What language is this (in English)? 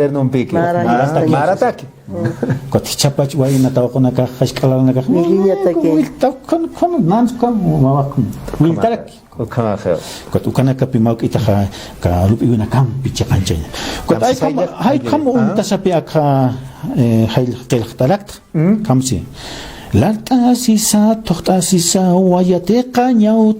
Aymara